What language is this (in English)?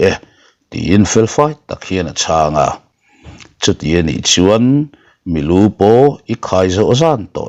Mizo